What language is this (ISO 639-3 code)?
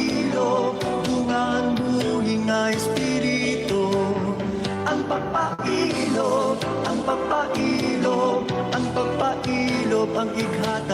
war